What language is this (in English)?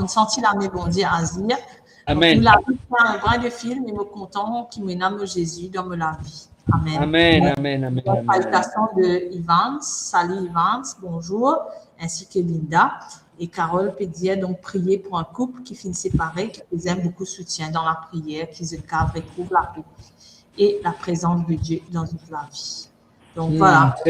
Morisyen